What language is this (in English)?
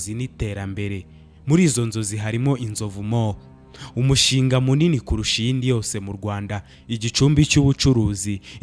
Kinyarwanda